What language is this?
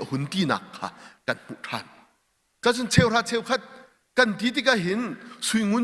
Hakha Chin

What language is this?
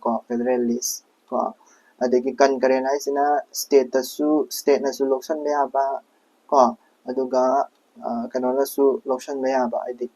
Manipuri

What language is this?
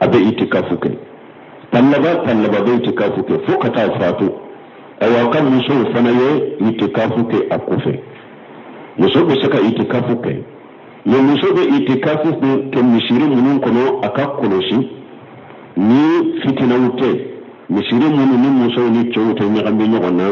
Bambara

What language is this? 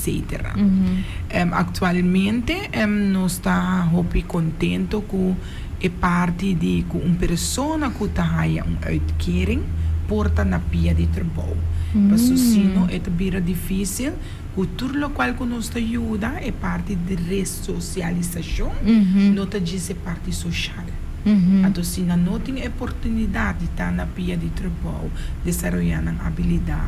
Papiamento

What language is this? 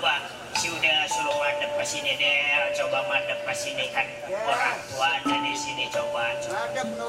Betawi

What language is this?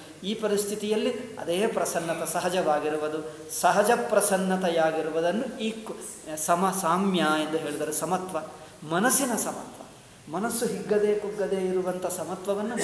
Kannada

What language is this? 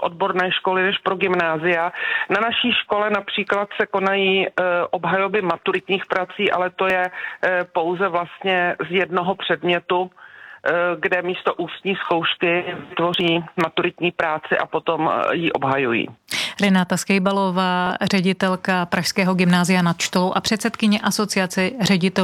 Czech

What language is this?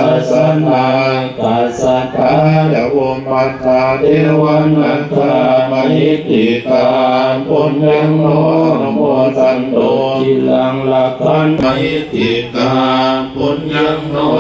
Pali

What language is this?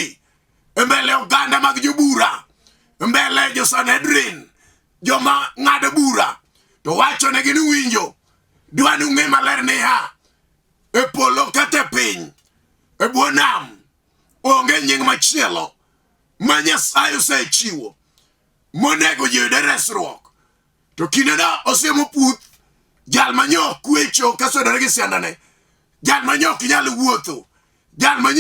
Luo (Kenya and Tanzania)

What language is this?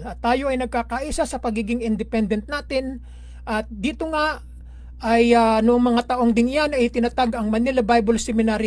Filipino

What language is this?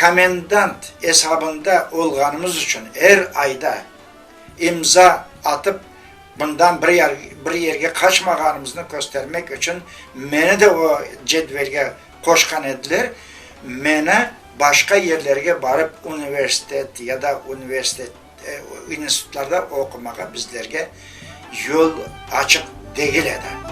Crimean Tatar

